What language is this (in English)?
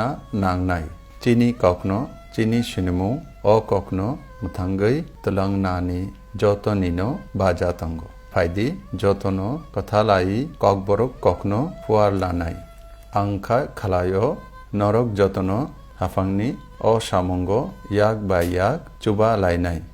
Kok Borok